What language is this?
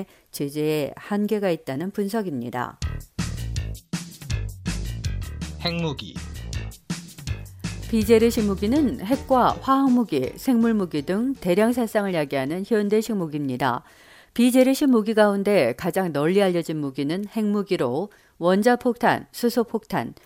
Korean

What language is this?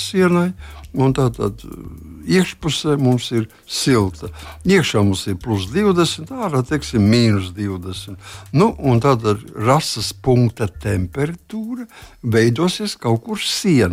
Latvian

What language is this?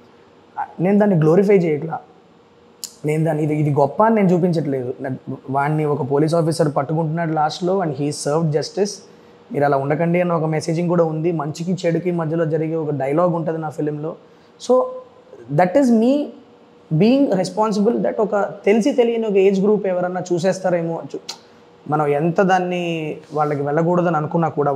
Telugu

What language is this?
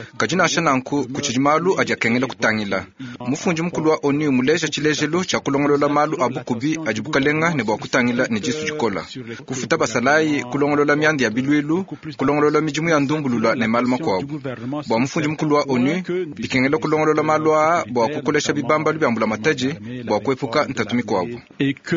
Luba-Lulua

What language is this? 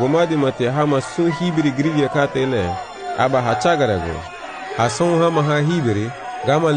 Garifuna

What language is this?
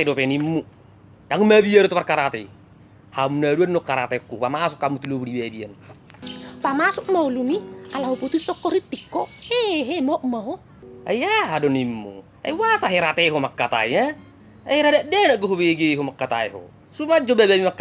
Batak Toba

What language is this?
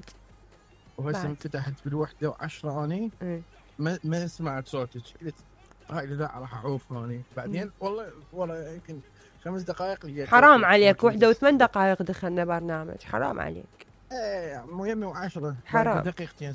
Mesopotamian Arabic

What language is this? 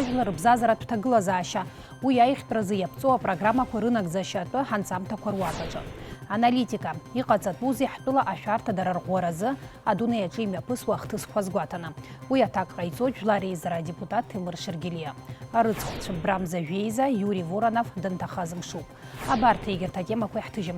Abkhazian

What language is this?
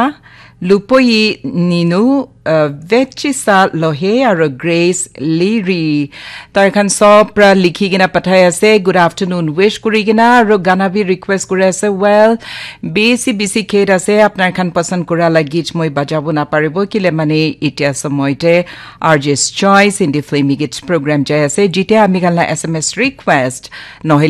Naga Pidgin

